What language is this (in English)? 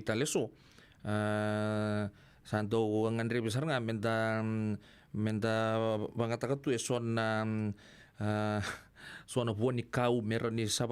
Fijian